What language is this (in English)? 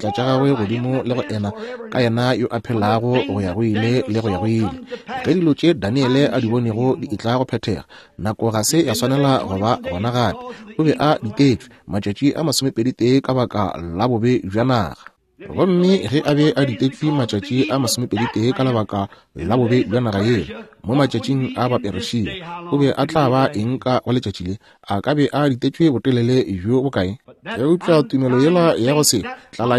Northern Sotho